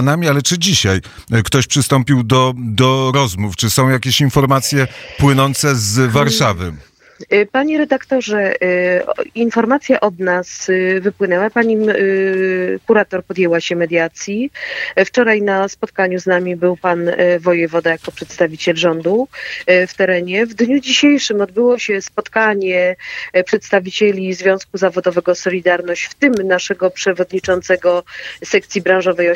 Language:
Polish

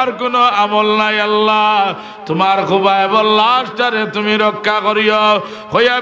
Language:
Sylheti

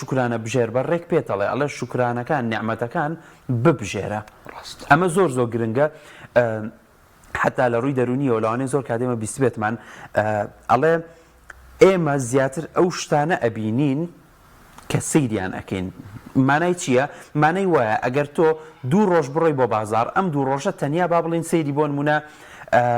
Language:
Central Kurdish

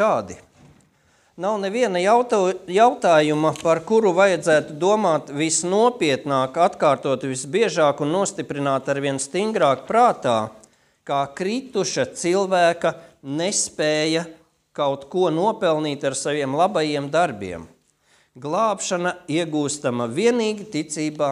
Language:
Latvian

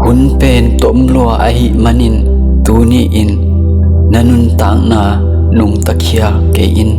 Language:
Tedim Chin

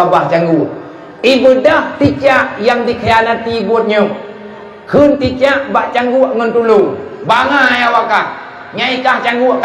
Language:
Achinese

